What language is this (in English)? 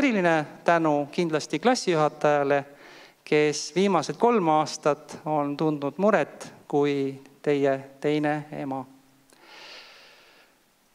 Estonian